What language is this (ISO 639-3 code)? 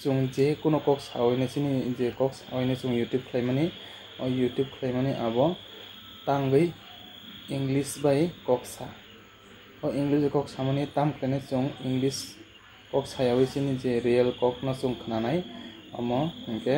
trp